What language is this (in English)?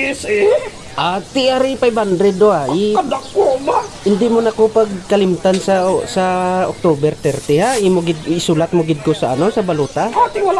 Hiligaynon